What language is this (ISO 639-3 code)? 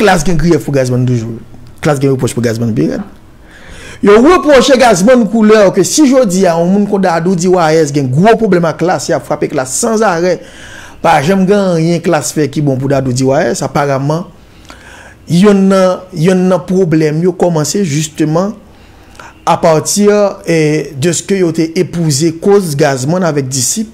hat